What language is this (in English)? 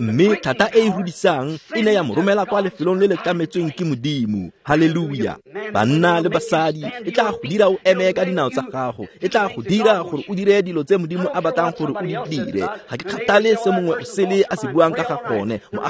Tswana